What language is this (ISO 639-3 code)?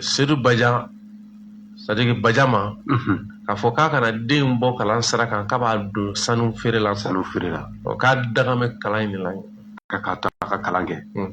bam